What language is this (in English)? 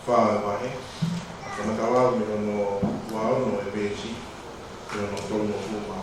Tongan